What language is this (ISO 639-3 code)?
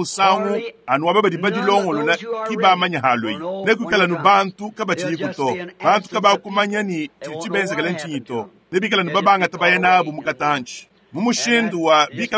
lua